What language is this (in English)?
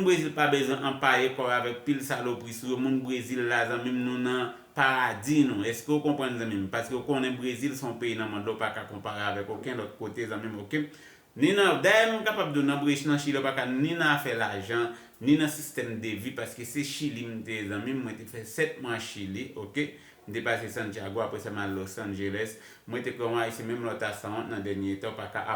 Haitian Creole